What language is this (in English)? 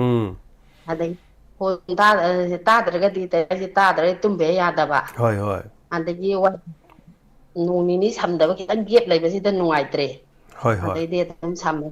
Manipuri